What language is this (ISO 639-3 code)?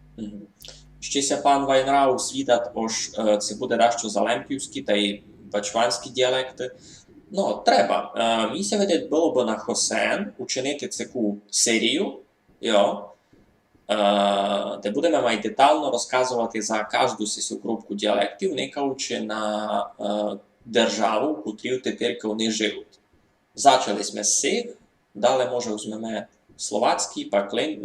rue